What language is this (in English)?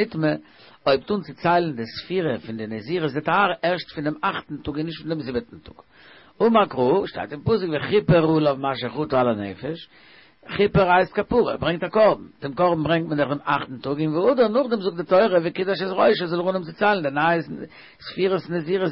Yiddish